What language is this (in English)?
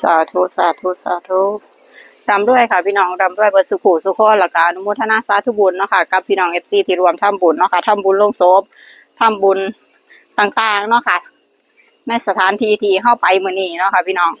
Northeastern Thai